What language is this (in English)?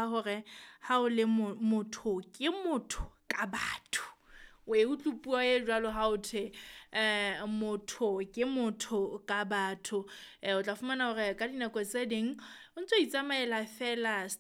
Southern Sotho